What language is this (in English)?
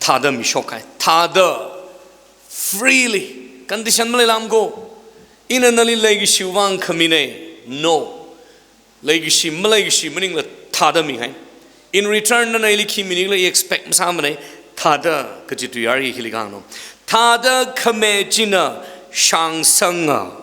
Tangkhul Naga (India)